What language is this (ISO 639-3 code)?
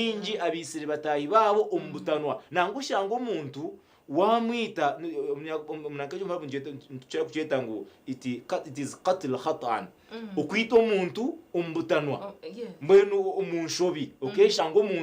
nyn